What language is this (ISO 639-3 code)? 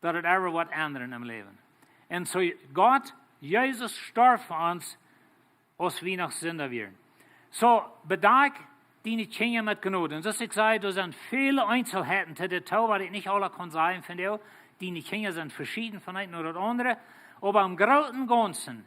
pdt